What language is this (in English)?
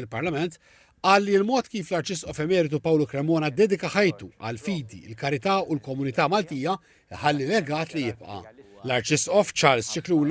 Maltese